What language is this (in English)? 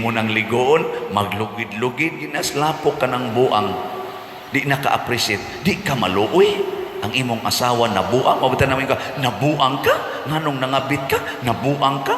Cebuano